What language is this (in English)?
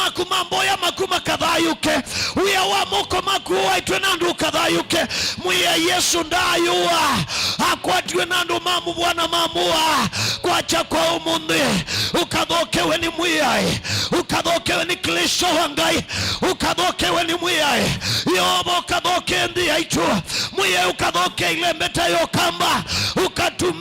Kamba